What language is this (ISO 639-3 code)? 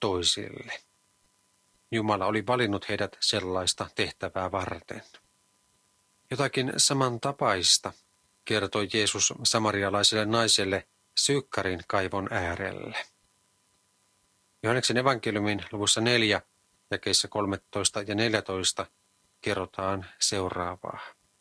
fin